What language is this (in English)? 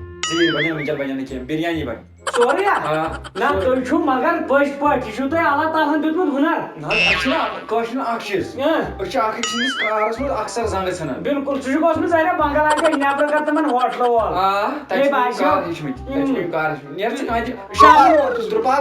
Kashmiri